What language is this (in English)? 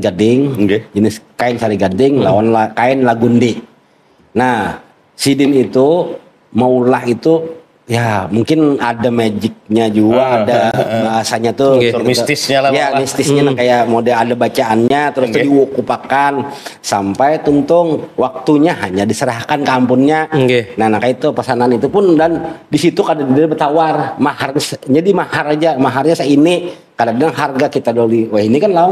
Banjar